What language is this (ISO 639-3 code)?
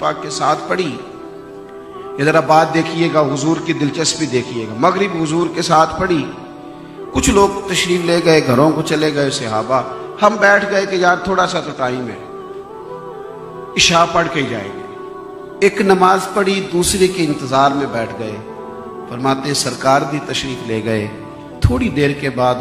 urd